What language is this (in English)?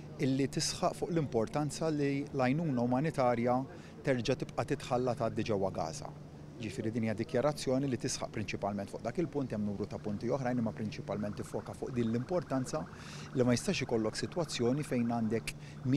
Maltese